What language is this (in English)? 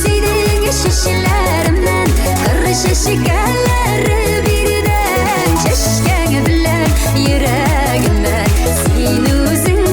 Tatar